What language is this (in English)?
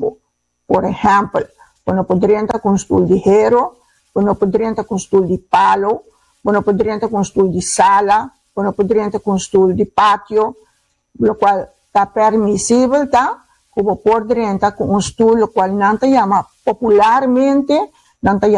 Papiamento